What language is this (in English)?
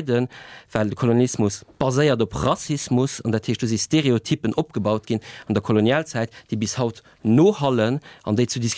Luxembourgish